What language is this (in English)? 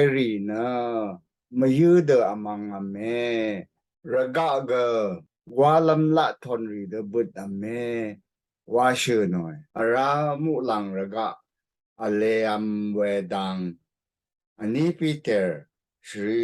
Rawang